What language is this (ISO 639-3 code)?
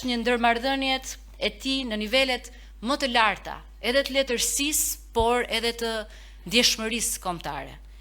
sqi